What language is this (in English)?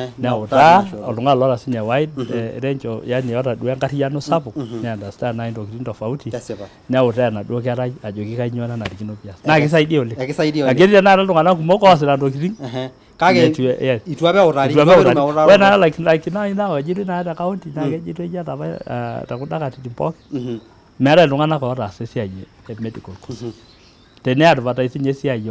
Masai